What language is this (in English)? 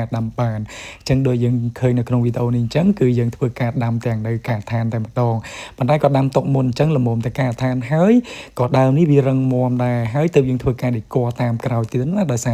Khmer